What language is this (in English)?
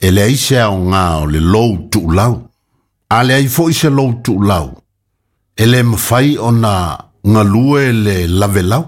Samoan